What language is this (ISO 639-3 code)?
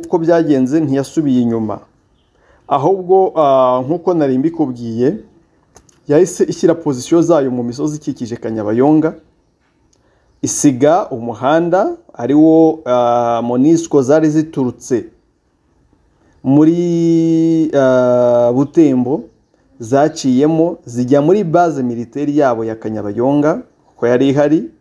kin